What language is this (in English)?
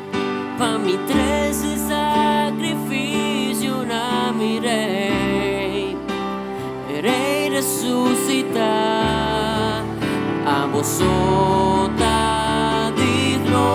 Papiamento